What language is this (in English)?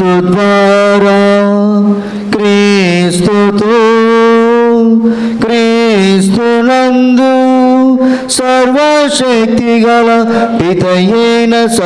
Telugu